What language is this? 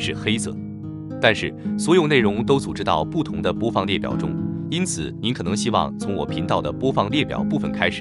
Chinese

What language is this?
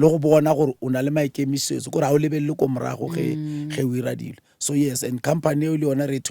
Northern Sotho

